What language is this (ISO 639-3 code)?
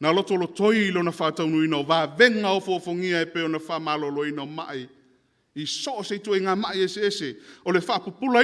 smo